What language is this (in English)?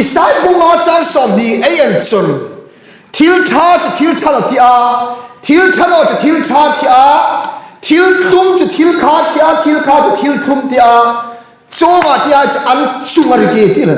Hmar